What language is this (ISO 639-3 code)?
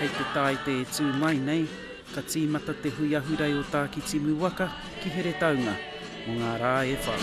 mri